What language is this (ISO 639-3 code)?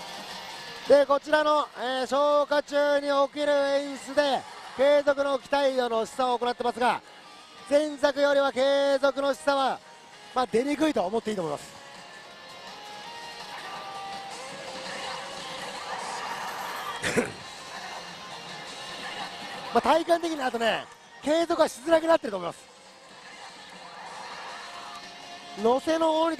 jpn